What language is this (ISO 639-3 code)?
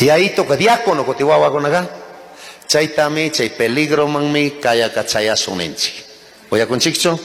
qug